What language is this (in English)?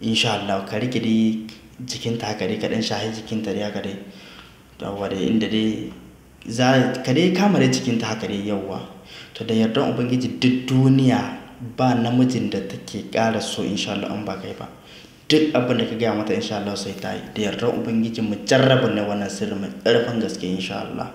Hausa